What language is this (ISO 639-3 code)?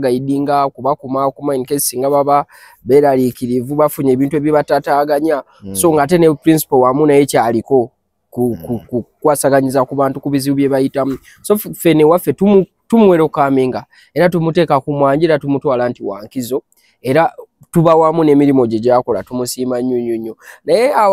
lug